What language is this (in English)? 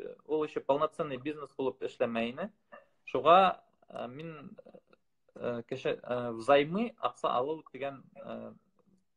Bashkir